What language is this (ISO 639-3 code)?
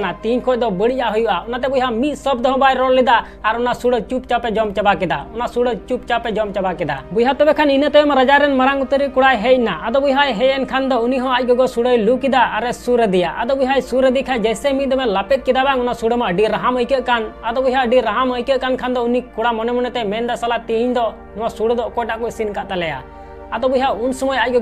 sat